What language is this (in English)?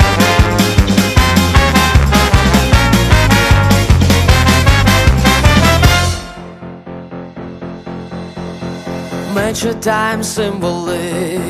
Ukrainian